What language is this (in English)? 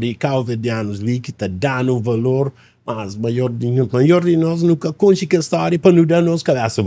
Kabuverdianu